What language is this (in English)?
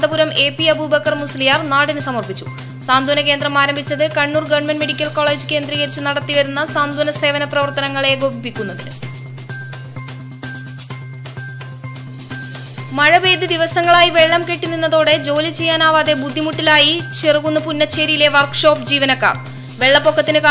Malayalam